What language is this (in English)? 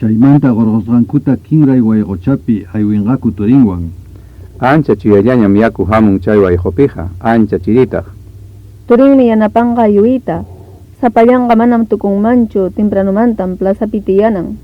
Ayacucho Quechua